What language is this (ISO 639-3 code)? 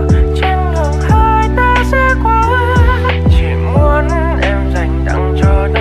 vie